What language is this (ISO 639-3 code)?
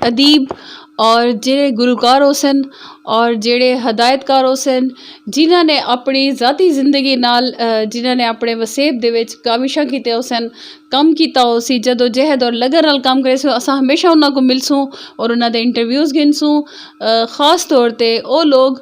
skr